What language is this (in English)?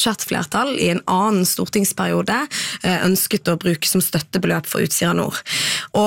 Norwegian